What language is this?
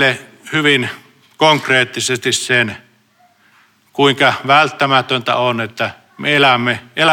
Finnish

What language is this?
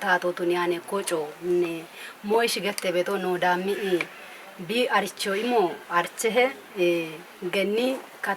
Kafa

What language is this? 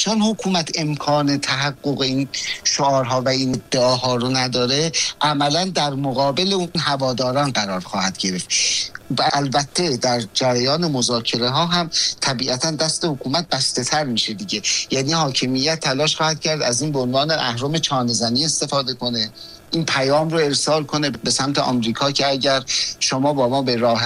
Persian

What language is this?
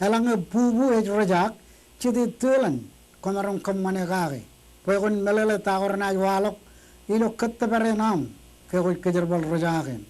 Marshallese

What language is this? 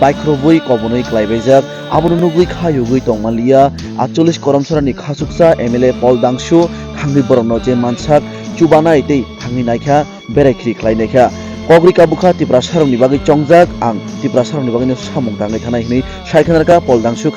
Kok Borok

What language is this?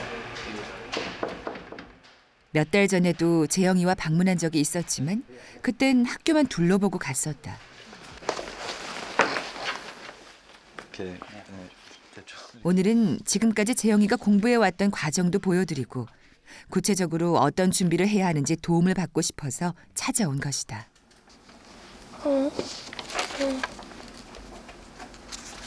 Korean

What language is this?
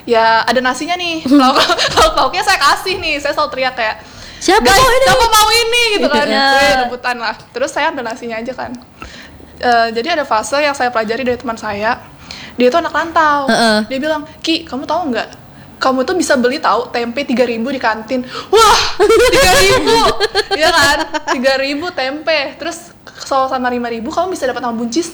Indonesian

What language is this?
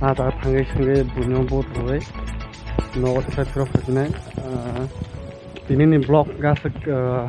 Kok Borok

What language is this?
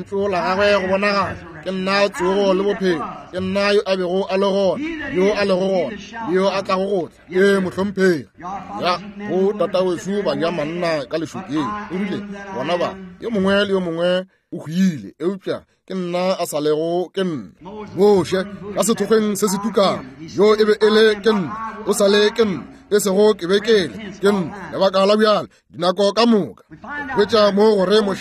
Northern Sotho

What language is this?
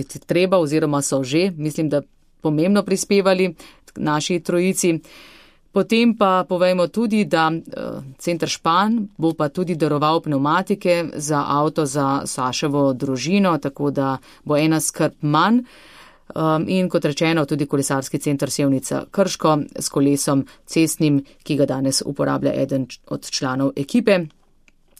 Slovenian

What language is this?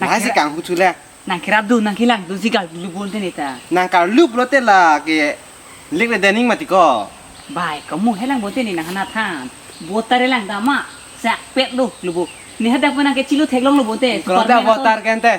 Karbi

